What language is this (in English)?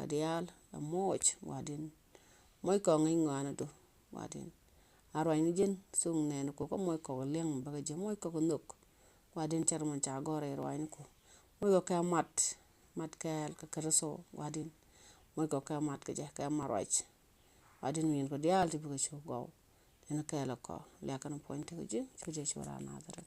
Nuer